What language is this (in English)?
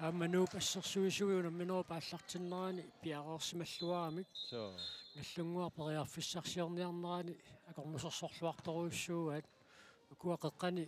Kalaallisut